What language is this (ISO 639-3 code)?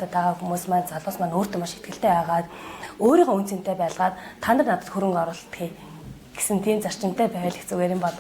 mon